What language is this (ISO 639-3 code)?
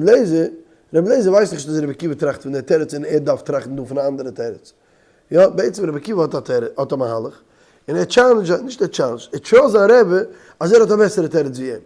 yid